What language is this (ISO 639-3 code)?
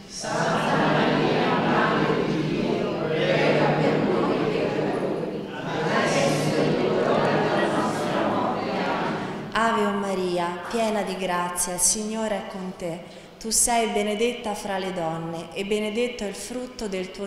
ita